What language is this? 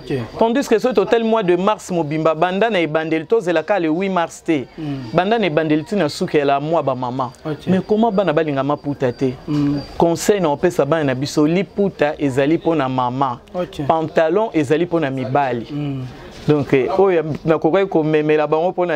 Lingala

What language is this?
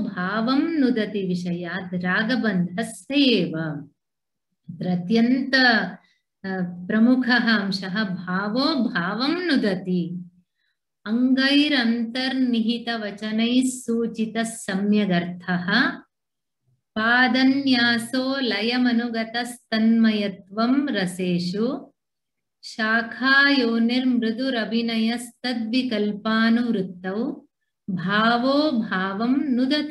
Sanskrit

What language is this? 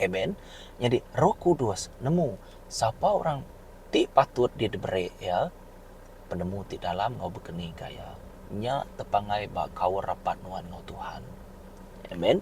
Iban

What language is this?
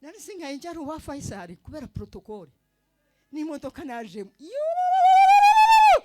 Kinyarwanda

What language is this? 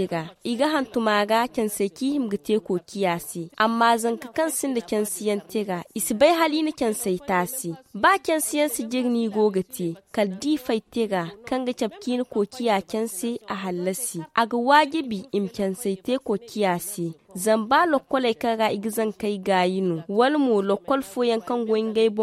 Zarma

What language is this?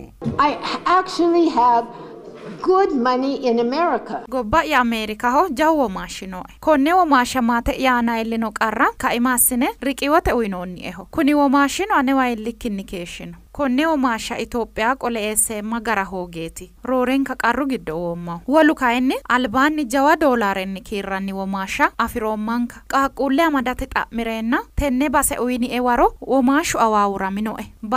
Sidamo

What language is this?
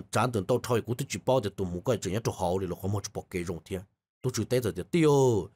Vietnamese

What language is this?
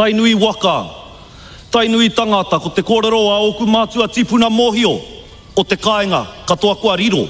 Māori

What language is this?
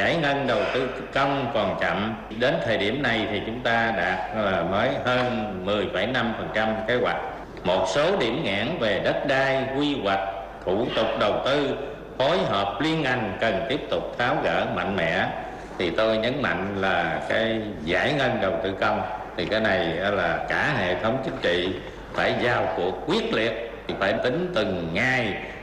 Vietnamese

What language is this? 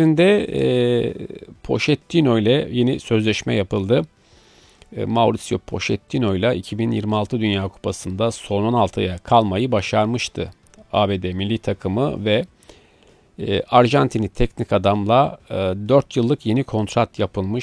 Turkish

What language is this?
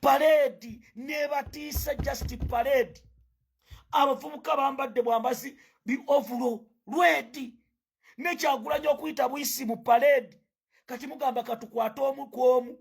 Ganda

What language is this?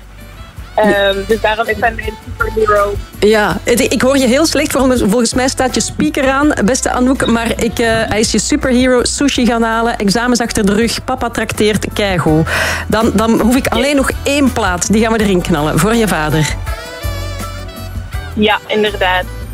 Dutch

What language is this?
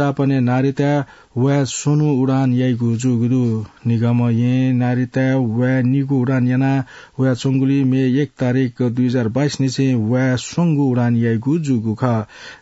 Newari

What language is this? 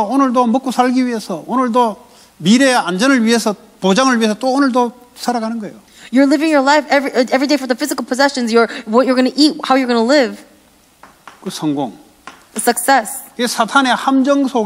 Korean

